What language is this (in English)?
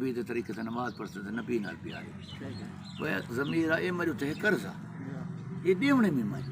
Saraiki